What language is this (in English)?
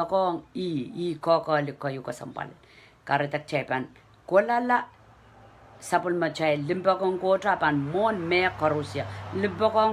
Pohnpeian